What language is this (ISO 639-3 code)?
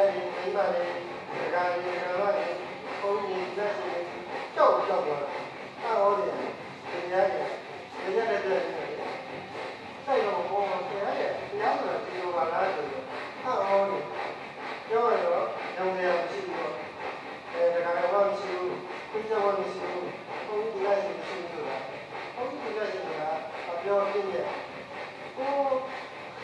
mya